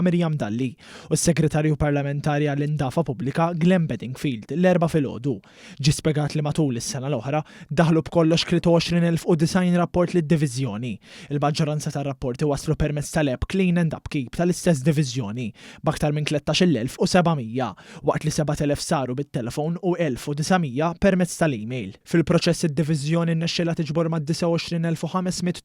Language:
Maltese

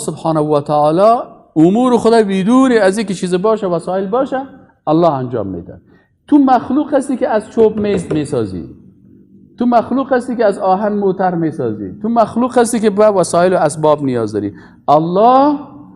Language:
Persian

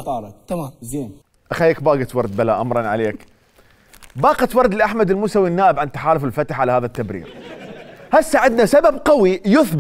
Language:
Mesopotamian Arabic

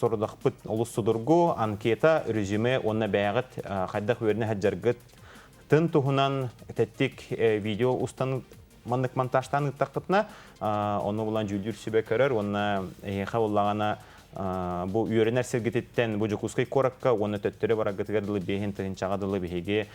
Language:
Yakut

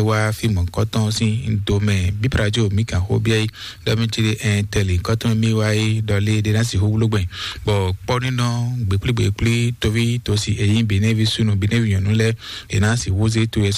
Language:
Fon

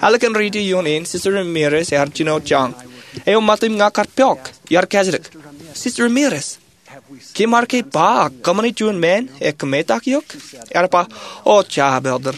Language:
Marshallese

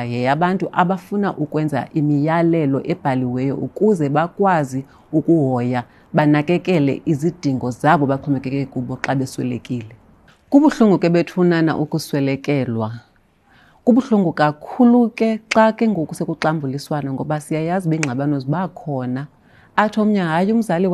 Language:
Xhosa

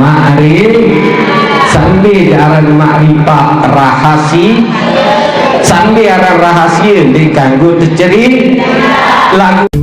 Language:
Sasak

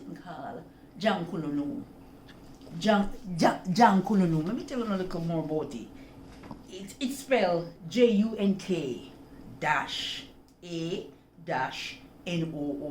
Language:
Jamaican Creole English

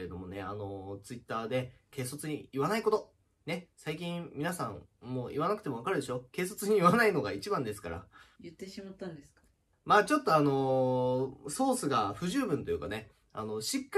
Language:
Japanese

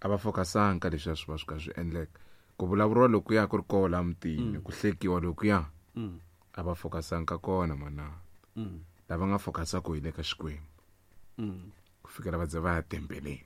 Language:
Tsonga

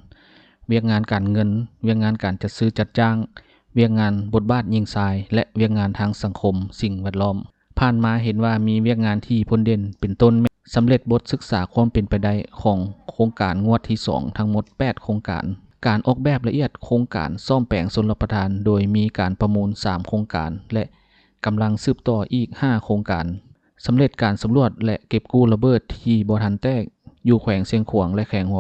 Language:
Lao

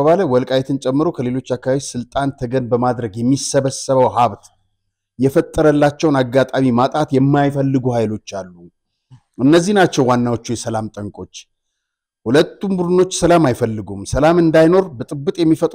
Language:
Amharic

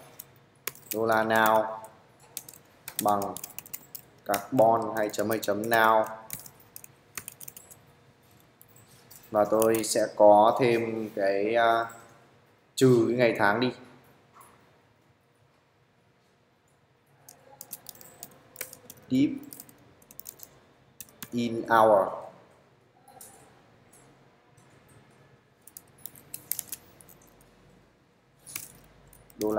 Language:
Vietnamese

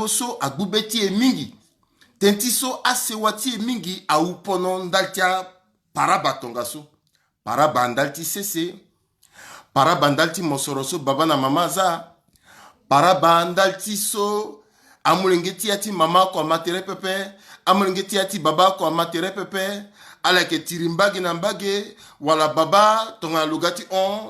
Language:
Sango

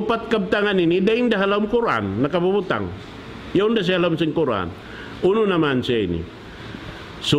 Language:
Tausug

